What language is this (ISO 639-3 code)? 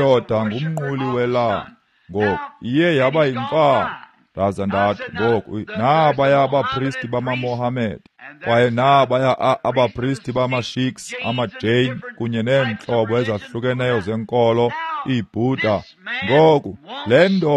xho